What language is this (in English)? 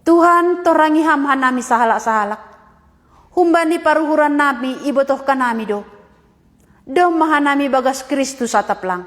Batak Simalungun